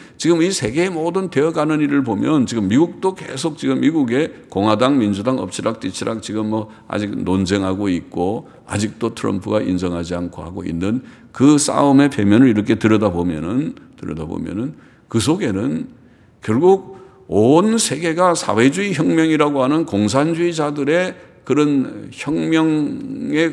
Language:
Korean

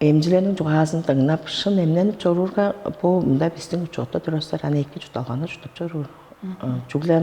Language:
Tuvinian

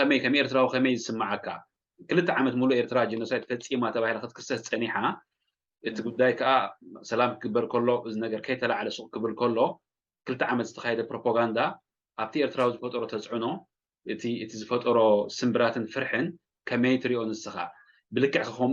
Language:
Tigrinya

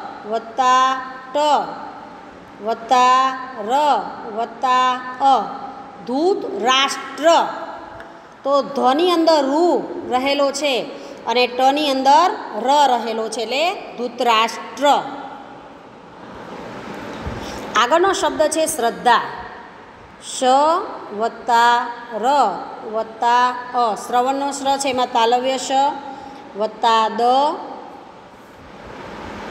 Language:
Gujarati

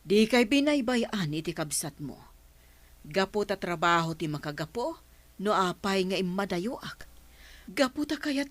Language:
Iloko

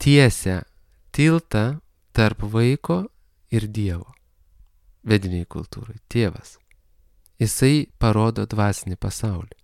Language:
Lithuanian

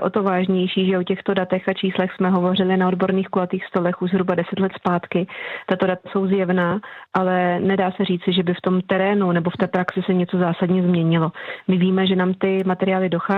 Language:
Czech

